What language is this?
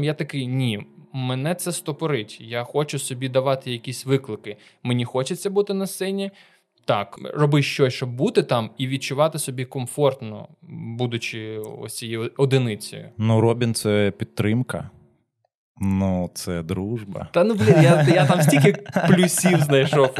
Ukrainian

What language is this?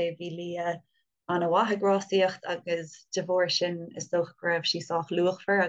Irish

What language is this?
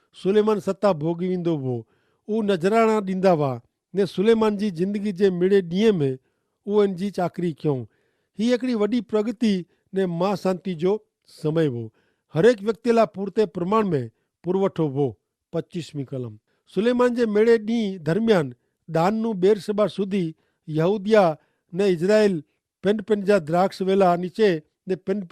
Kachhi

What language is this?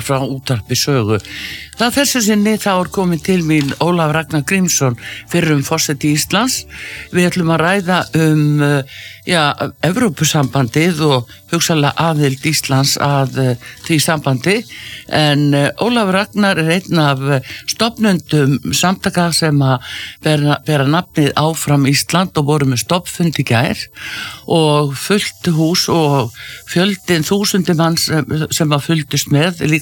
Icelandic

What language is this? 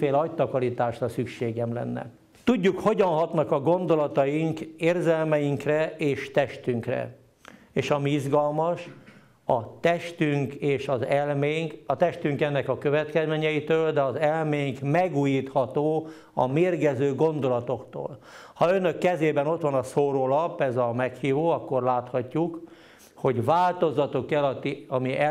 Hungarian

